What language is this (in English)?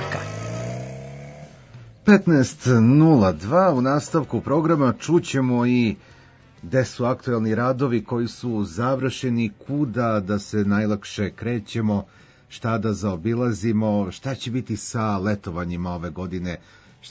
Serbian